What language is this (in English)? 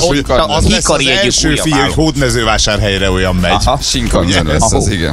Hungarian